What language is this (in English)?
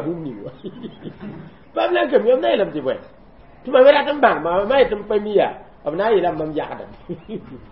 Mossi